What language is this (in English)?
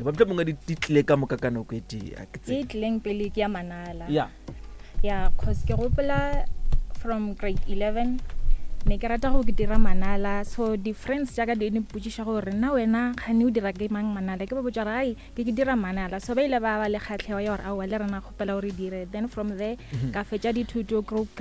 Northern Sotho